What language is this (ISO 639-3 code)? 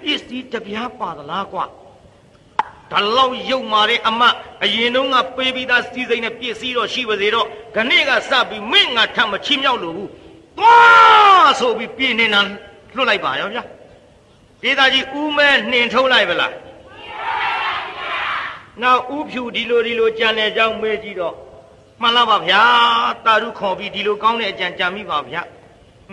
mya